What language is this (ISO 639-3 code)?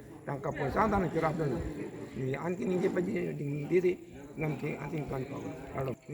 mjw